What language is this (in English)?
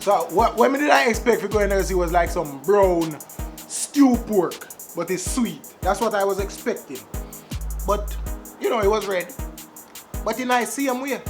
Jamaican Creole English